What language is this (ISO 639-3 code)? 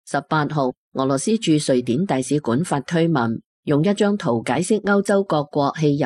yue